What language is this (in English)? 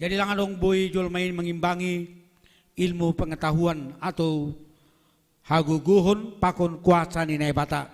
Batak Simalungun